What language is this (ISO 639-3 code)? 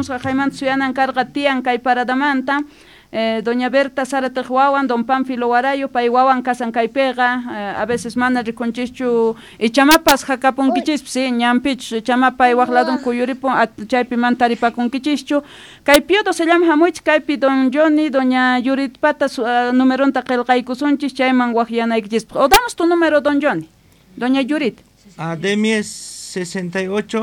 que